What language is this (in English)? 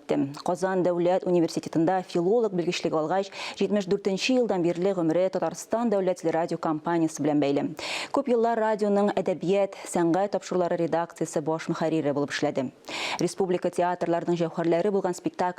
Tatar